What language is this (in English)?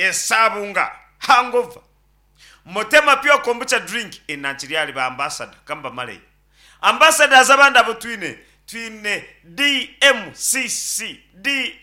Nyankole